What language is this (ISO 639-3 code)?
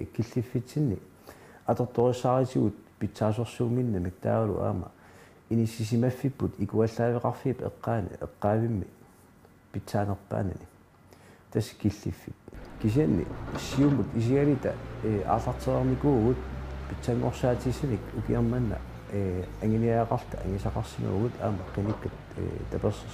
kal